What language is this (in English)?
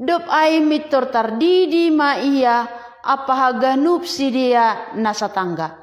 Batak Simalungun